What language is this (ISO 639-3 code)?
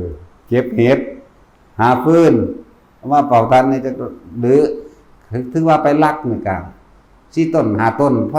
tts